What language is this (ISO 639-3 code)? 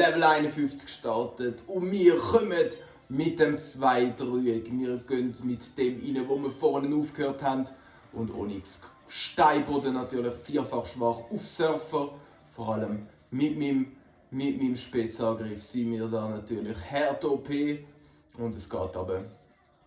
gsw